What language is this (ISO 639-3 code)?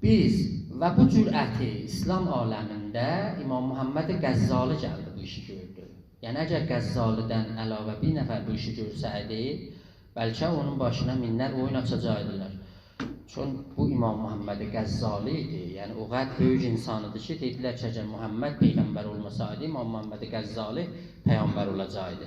azb